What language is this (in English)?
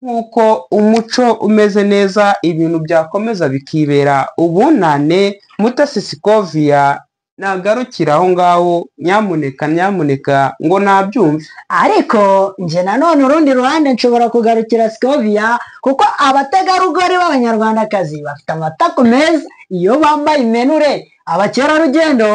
Kinyarwanda